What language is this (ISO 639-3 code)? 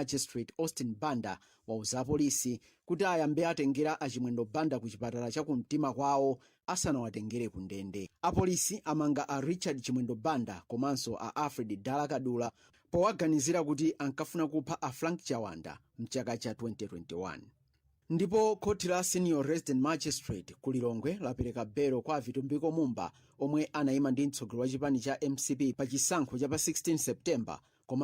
nya